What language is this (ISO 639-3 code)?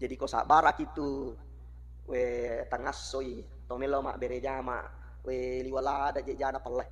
bug